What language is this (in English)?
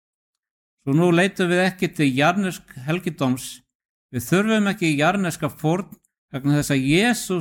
Icelandic